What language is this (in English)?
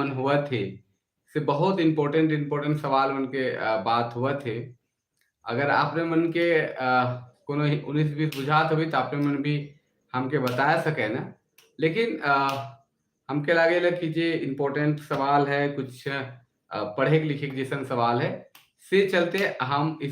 Sadri